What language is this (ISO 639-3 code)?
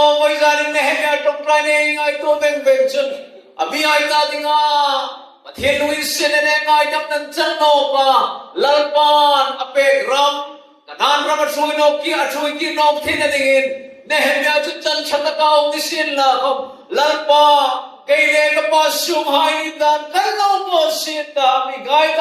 hmr